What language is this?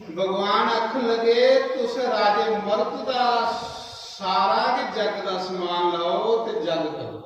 Dogri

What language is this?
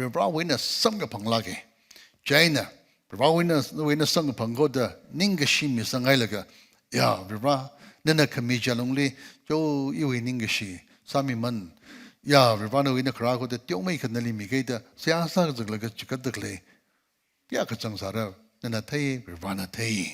Tangkhul Naga (India)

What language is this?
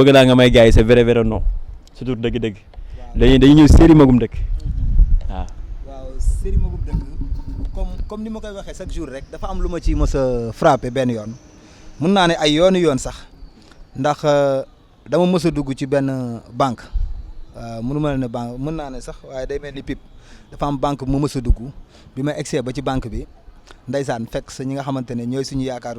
Wolof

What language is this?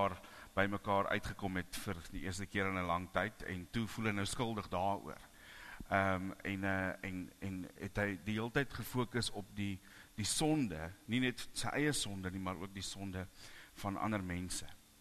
Afrikaans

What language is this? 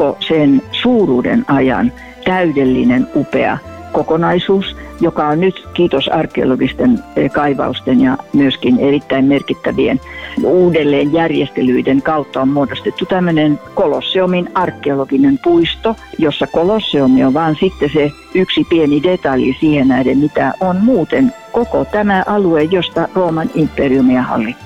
Finnish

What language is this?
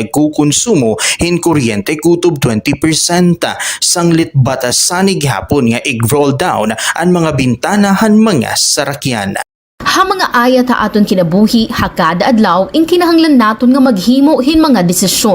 Waray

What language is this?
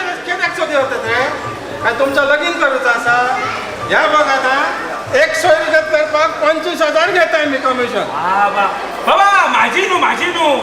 Konkani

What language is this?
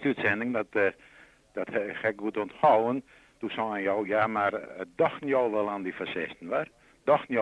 Western Frisian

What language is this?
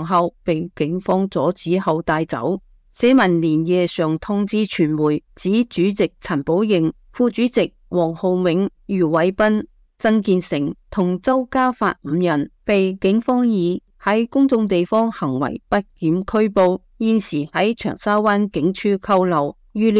Cantonese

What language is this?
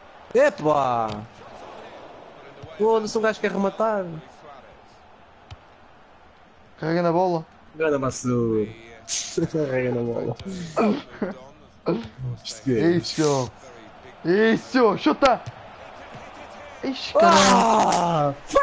Portuguese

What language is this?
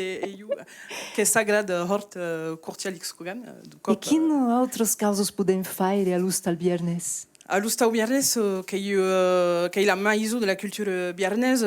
Occitan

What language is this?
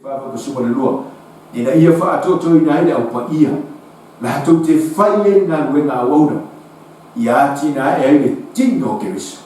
Samoan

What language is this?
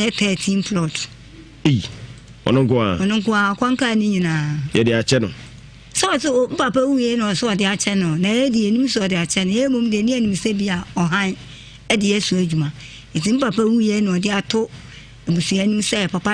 Akan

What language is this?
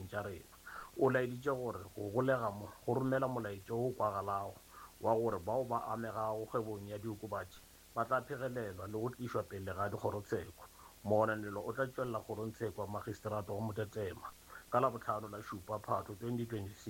Northern Sotho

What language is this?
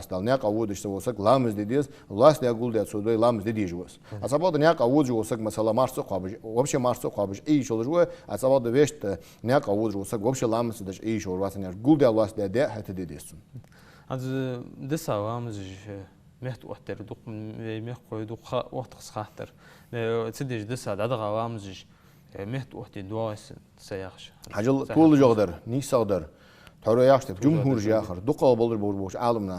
Ingush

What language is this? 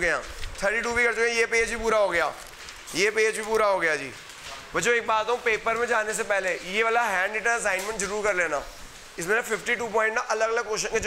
Hindi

